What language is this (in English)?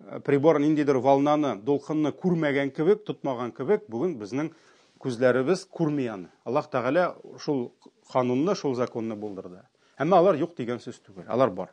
Tatar